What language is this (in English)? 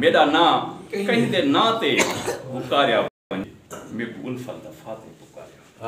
Saraiki